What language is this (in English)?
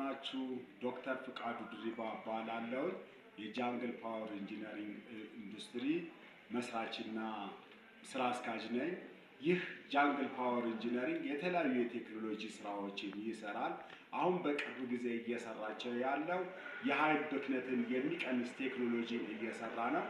Amharic